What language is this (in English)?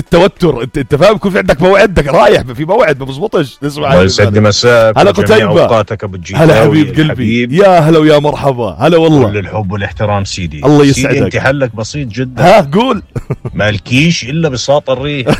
North Levantine Arabic